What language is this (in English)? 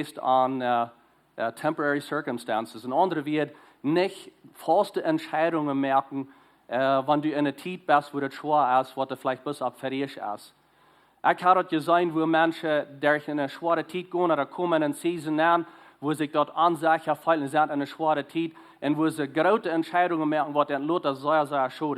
Plautdietsch